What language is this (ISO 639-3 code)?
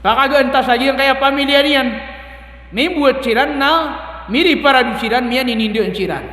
mrw